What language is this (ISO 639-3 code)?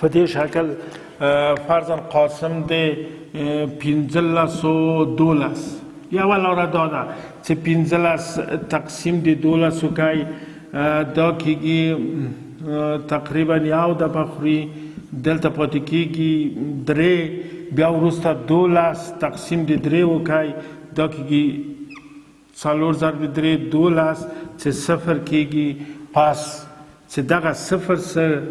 pus